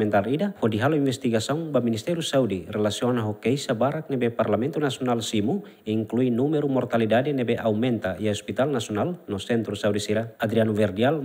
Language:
Tetum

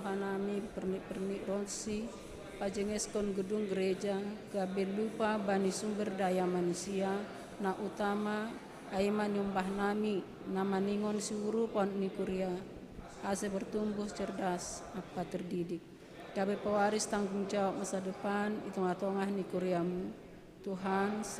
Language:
Batak Simalungun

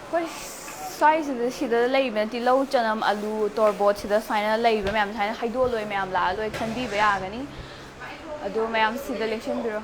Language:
Manipuri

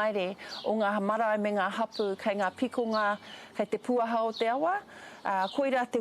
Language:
Māori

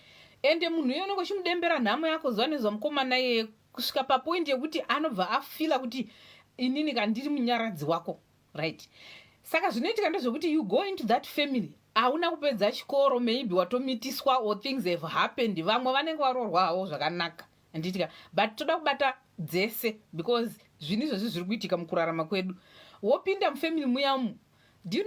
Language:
Shona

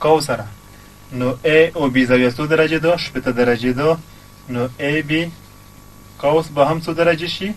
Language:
Pashto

